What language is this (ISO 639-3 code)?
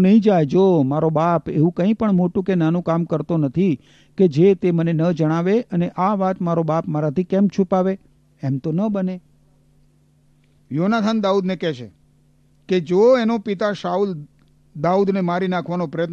guj